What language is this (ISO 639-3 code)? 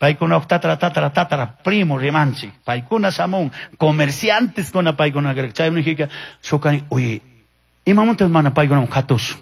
qug